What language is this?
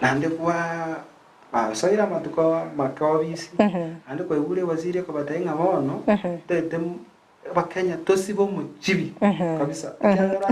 Gusii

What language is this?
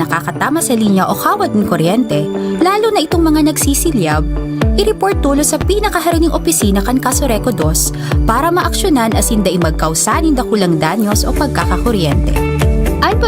Bikol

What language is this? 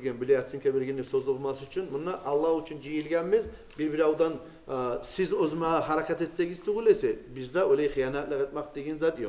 Kumyk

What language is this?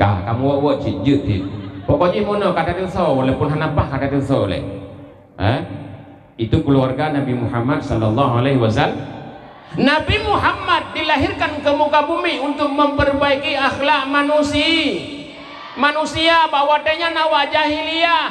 Achinese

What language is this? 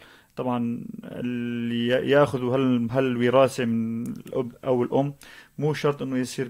North Levantine Arabic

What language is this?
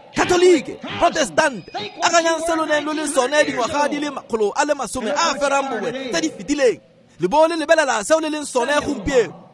Tswana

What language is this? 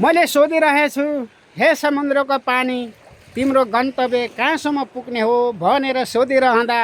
Nepali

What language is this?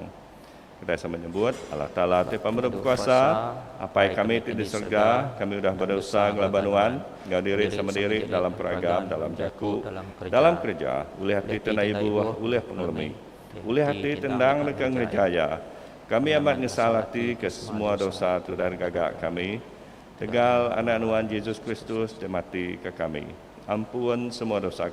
Iban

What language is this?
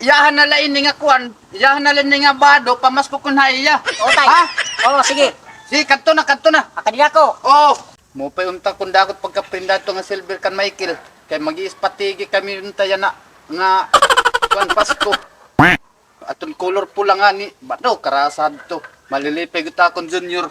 Waray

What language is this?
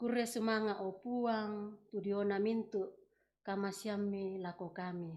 Toraja-Sa'dan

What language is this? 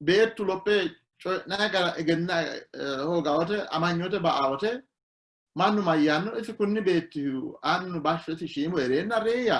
Sidamo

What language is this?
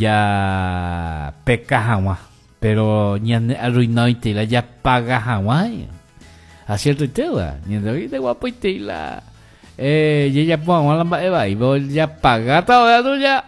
Guarani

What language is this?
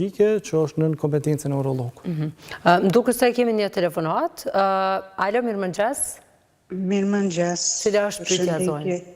Albanian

